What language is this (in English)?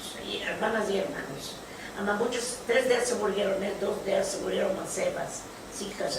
Ladino